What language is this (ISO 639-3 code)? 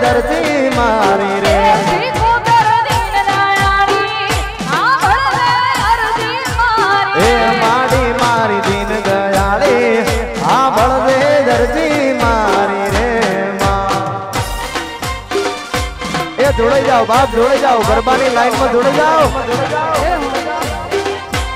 guj